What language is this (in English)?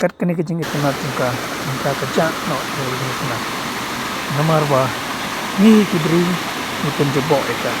Khasi